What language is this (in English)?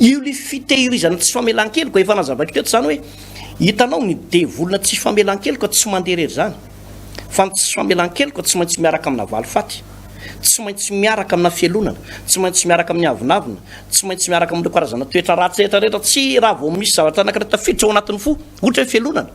Malagasy